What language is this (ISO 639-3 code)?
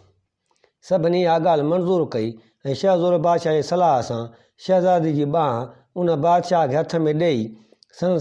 snd